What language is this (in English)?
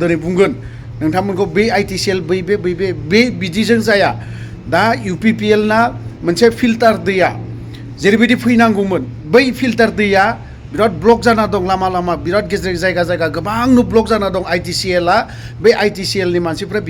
Bodo